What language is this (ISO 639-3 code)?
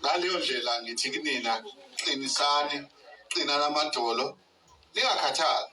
zul